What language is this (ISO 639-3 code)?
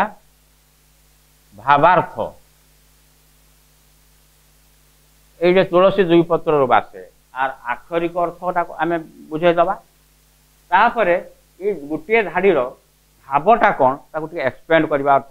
ori